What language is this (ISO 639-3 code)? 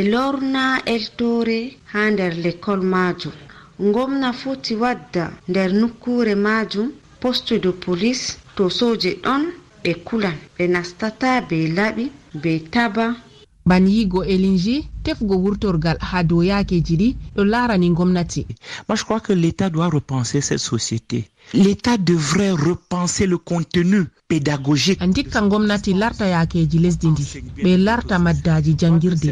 ful